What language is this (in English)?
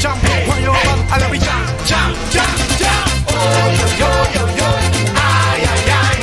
Papiamento